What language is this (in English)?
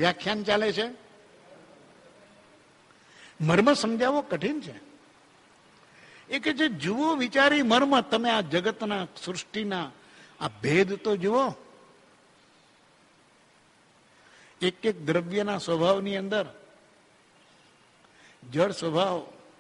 Gujarati